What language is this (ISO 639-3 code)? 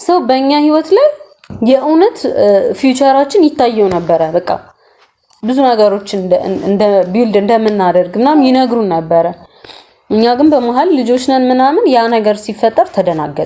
amh